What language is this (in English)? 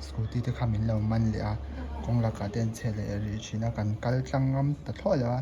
Mizo